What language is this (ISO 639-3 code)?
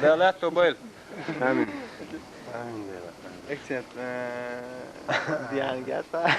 che